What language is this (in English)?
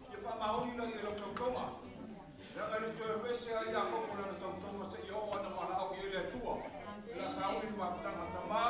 Samoan